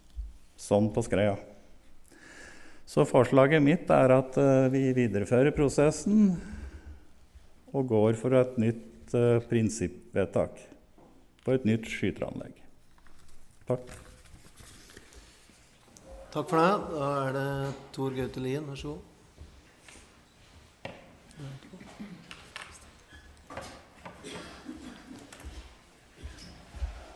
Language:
Norwegian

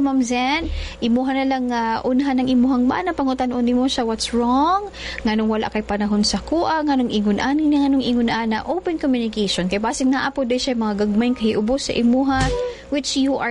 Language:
Cebuano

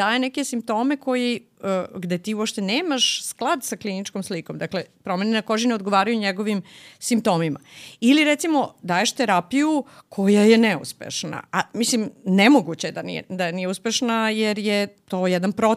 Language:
Serbian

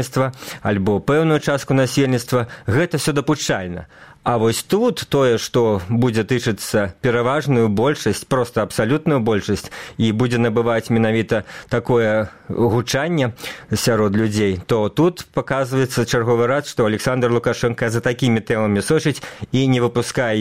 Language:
Belarusian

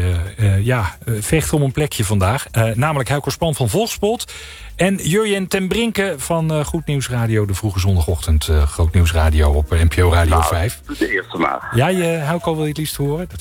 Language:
Dutch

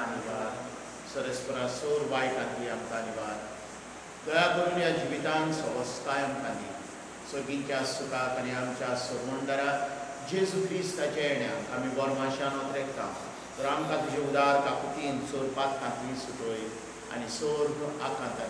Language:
Konkani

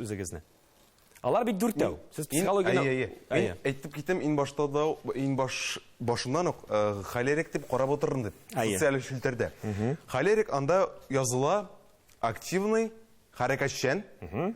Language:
Tatar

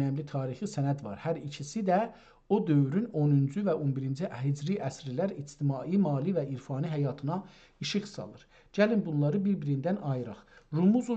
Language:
South Azerbaijani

